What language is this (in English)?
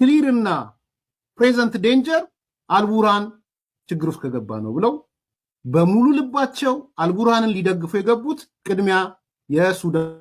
Amharic